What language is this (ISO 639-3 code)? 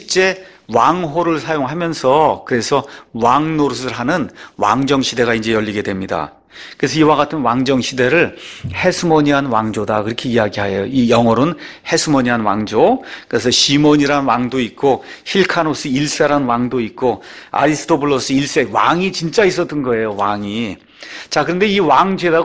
kor